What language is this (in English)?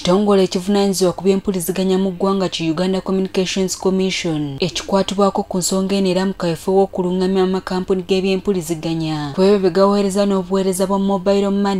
Ganda